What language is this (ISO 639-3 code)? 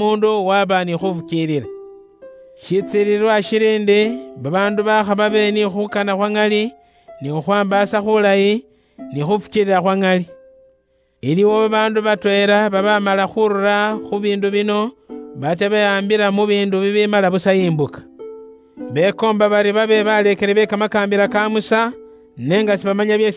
luy